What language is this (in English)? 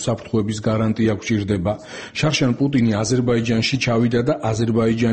Georgian